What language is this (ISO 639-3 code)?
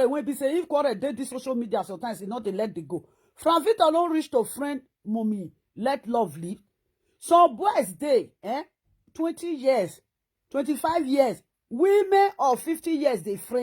pcm